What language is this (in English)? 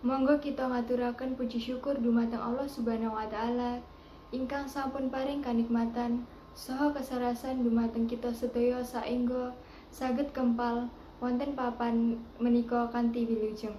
Javanese